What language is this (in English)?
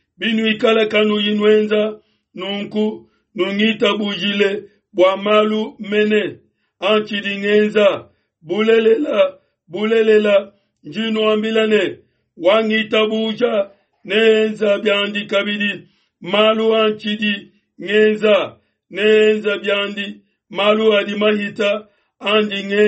Luba-Lulua